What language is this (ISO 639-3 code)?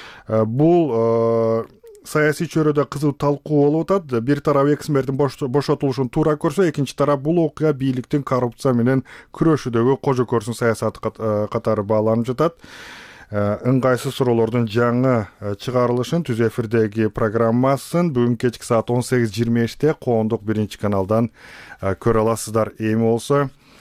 kir